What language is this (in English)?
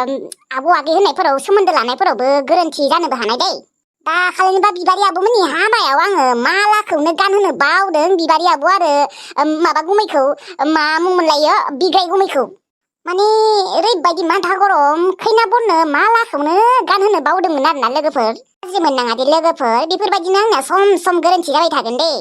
Bodo